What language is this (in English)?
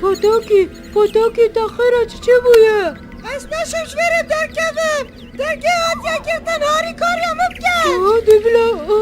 Kurdish